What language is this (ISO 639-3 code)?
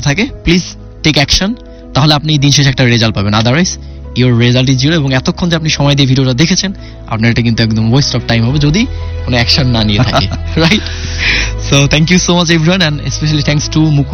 ben